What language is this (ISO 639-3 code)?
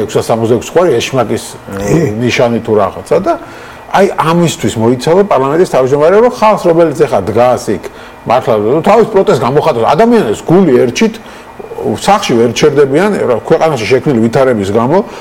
kat